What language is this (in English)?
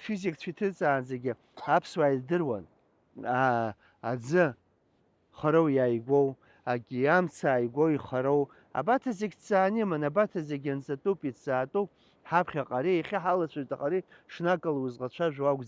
Abkhazian